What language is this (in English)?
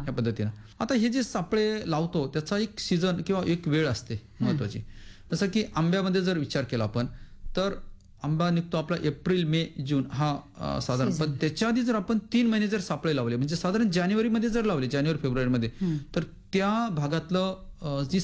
Marathi